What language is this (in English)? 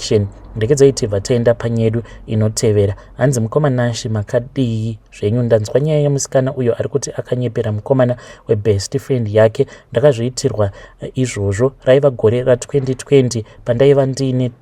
Shona